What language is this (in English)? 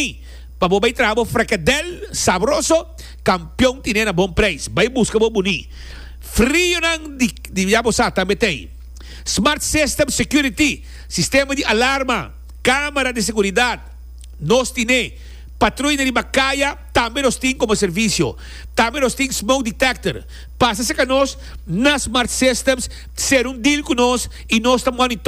Papiamento